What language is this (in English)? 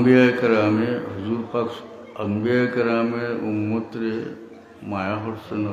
Sylheti